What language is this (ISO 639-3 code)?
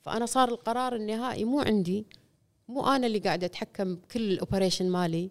afb